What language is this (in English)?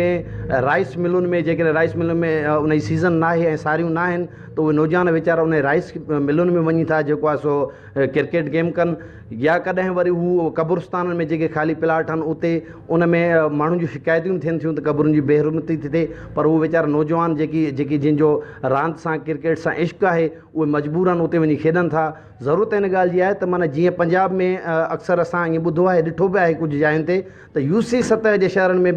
Sindhi